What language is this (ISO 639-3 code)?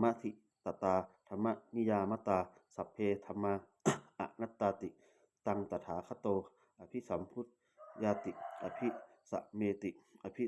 pli